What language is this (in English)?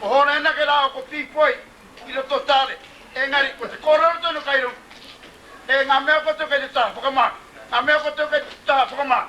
Māori